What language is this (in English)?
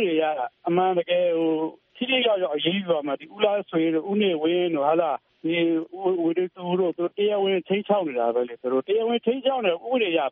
Burmese